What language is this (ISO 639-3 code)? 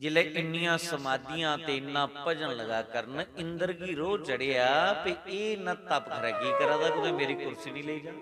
doi